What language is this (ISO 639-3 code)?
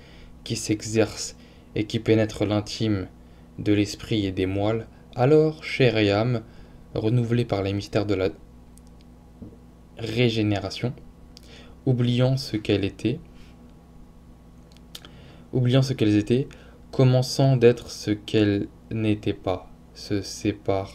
fra